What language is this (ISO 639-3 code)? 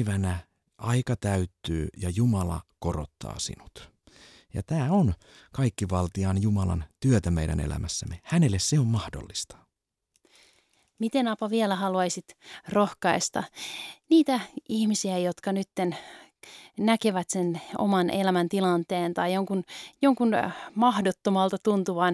fin